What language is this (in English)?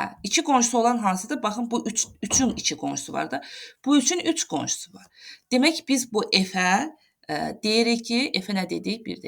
Azerbaijani